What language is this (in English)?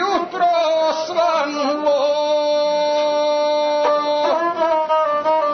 Serbian